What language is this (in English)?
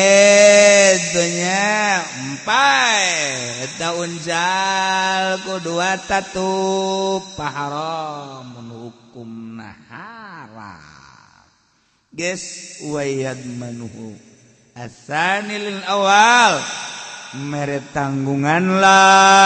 Sundanese